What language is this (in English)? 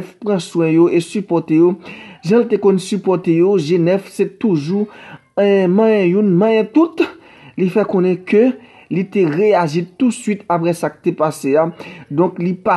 Haitian Creole